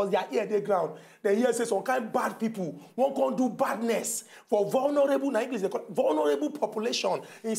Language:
Nigerian Pidgin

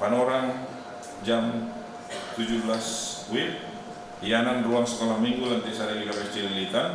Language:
Batak Simalungun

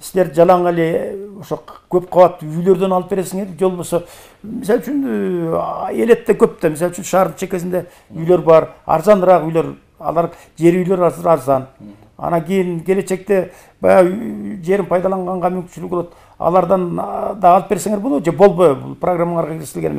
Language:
Kyrgyz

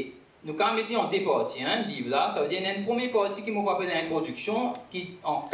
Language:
Morisyen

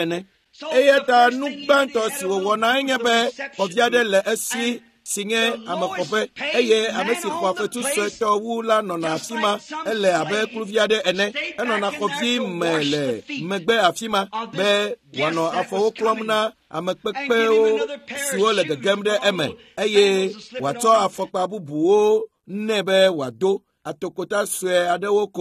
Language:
Ewe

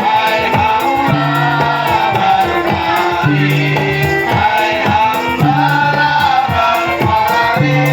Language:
Banjar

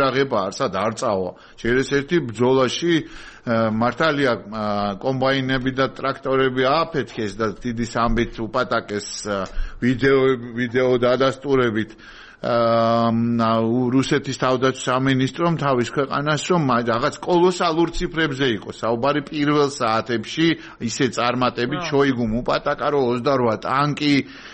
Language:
Georgian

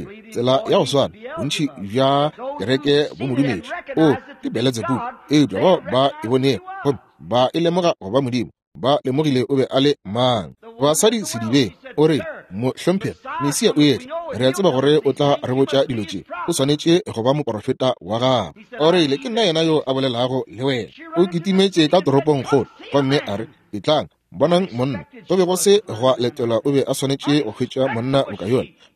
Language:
Northern Sotho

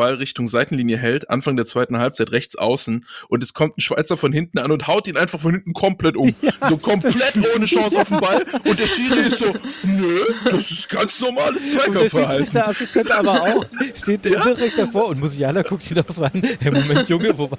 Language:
German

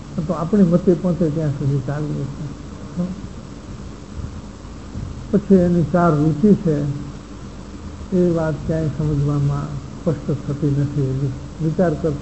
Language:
Gujarati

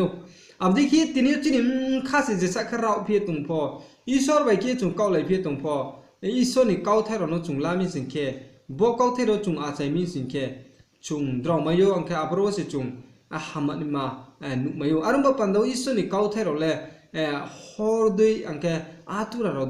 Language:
Riang (India)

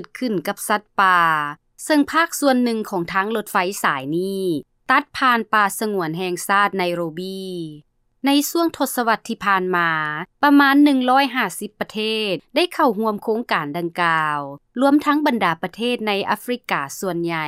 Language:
Lao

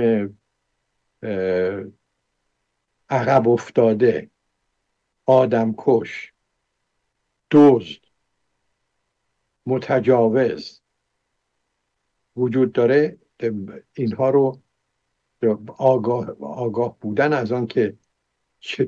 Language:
Persian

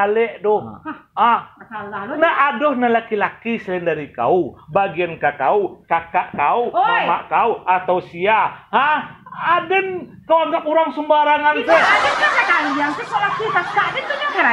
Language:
Minangkabau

